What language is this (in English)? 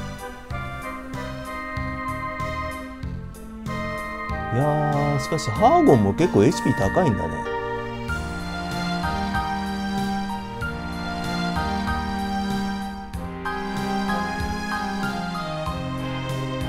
Japanese